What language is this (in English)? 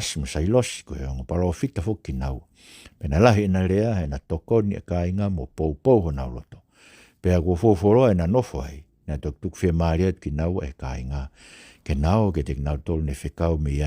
Tongan